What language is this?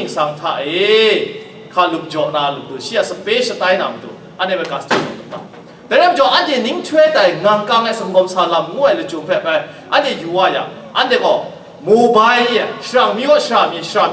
Kachin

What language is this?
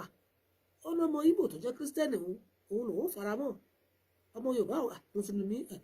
Yoruba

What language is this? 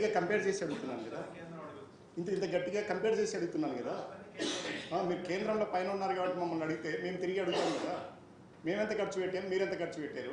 Telugu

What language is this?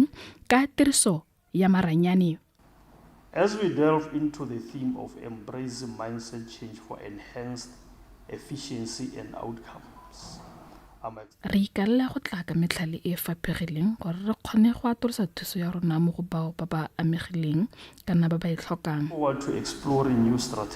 Tswana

